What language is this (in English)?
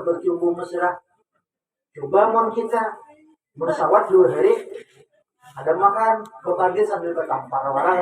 Banjar